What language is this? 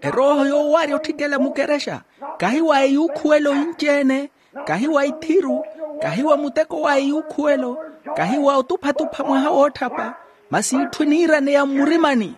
Makhuwa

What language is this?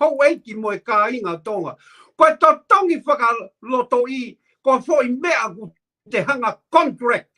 Tongan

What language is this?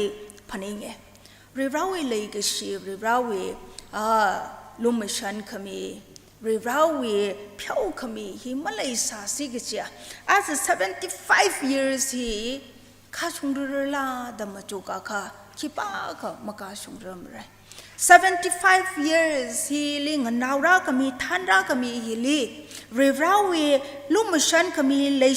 Tangkhul Naga (India)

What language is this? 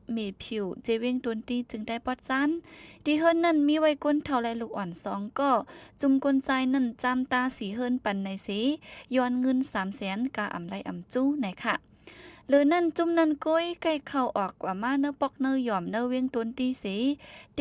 Shan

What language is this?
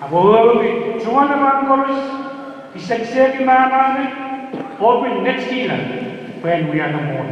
Pohnpeian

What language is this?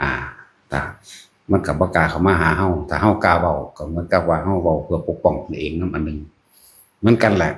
Northeastern Thai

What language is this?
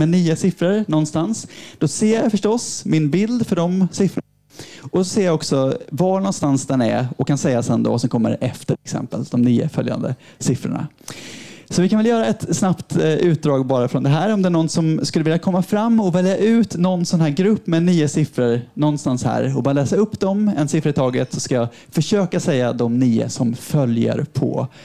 Swedish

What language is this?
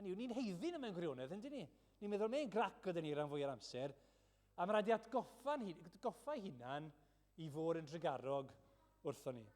Welsh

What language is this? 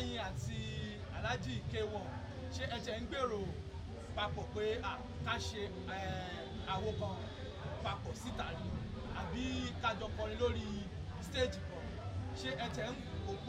Yoruba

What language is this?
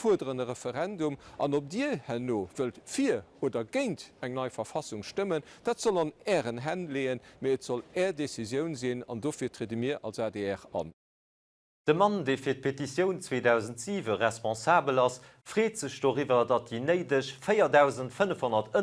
Luxembourgish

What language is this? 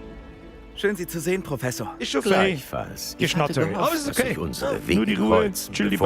Bavarian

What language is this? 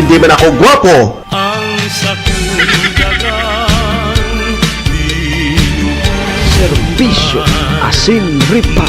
Bikol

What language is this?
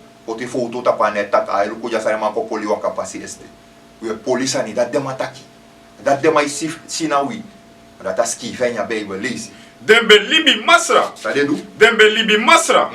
Sranan Tongo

